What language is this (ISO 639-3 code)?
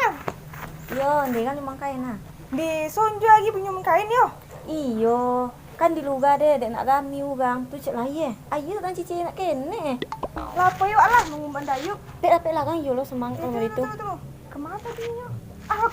min